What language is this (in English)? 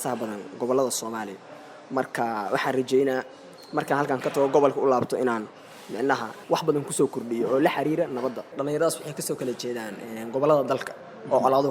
Somali